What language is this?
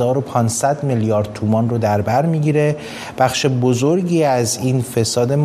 Persian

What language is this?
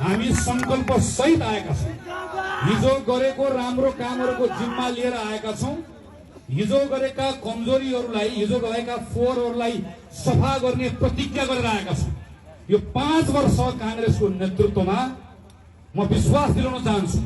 Nepali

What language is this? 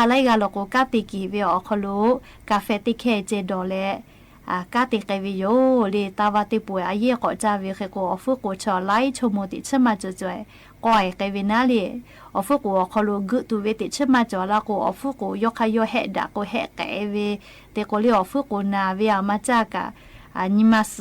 Lahu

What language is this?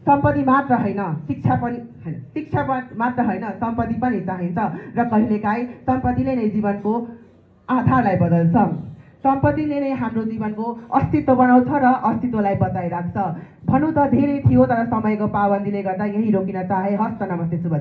Nepali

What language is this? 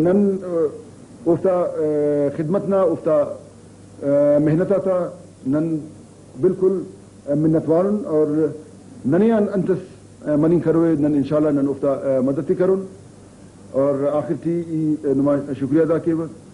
Brahui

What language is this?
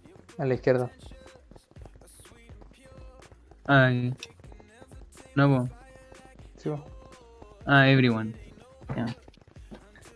Spanish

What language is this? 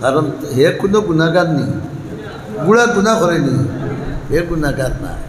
Sylheti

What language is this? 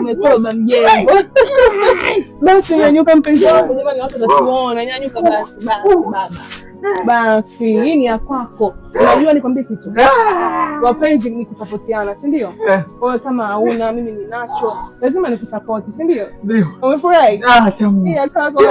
Swahili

